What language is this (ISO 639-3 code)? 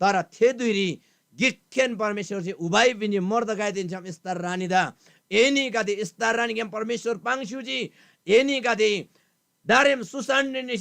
taj